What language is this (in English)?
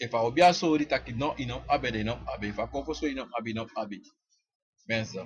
Sranan Tongo